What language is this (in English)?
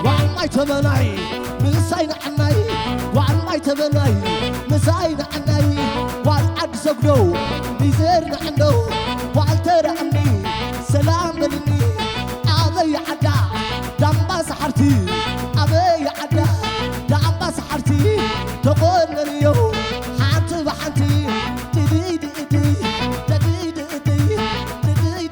Tigrinya